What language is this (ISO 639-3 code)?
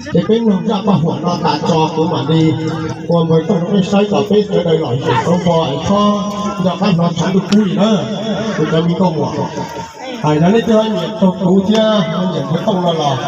hmn